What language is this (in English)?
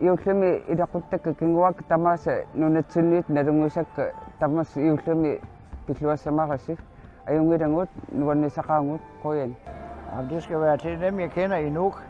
Kalaallisut